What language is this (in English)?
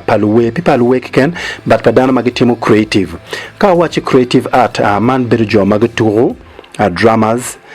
Acoli